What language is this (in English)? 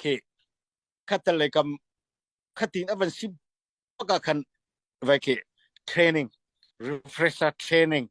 Falam Chin